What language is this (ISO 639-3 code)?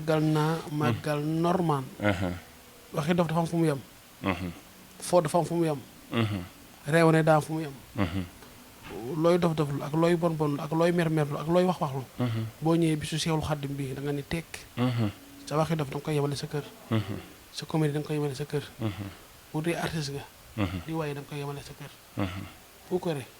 wol